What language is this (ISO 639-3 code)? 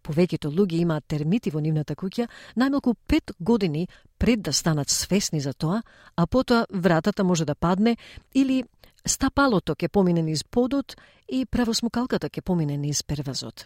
mkd